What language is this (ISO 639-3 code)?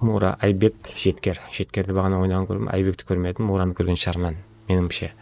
kaa